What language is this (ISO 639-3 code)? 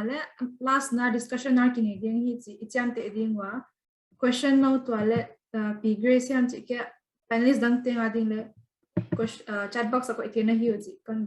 pck